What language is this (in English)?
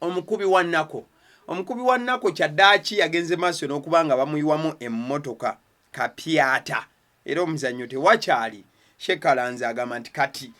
Ganda